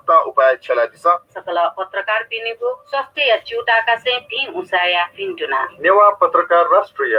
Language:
Newari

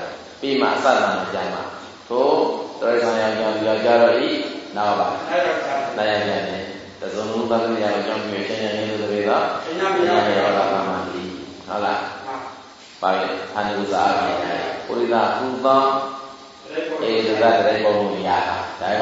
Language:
Burmese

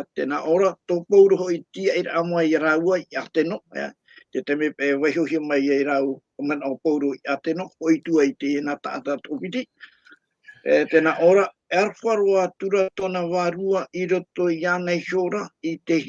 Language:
Tahitian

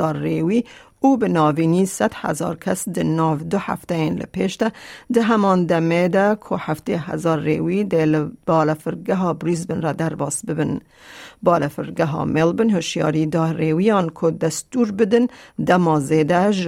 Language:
Kurdish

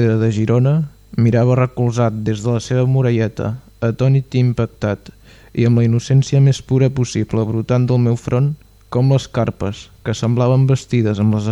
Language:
Catalan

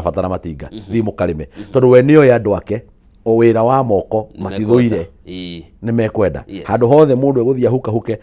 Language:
Kikuyu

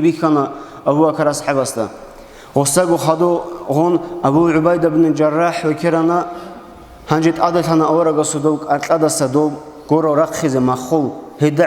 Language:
Avaric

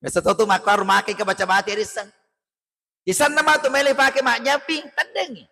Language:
Buginese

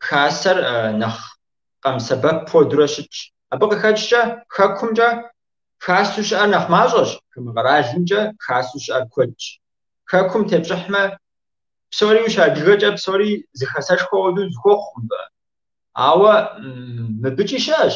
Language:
Kabardian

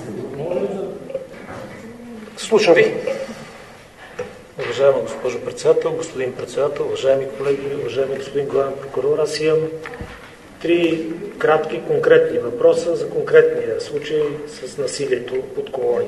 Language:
Bulgarian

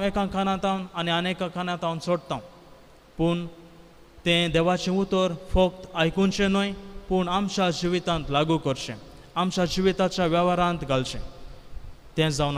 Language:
Konkani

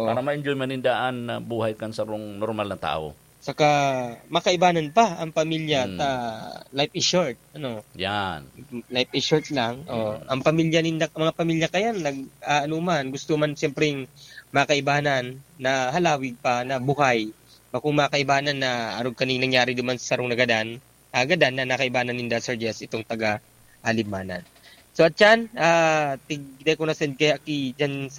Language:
Bikol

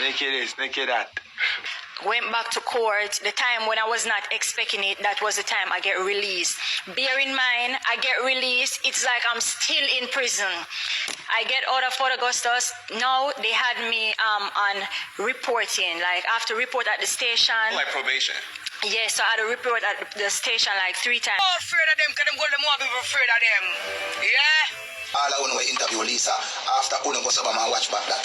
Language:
Jamaican Creole English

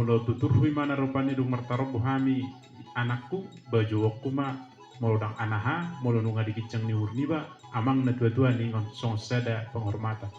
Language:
Batak Toba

